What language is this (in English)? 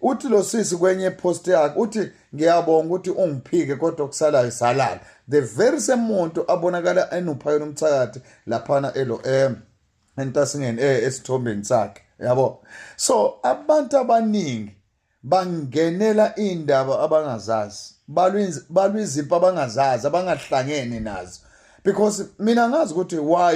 Zulu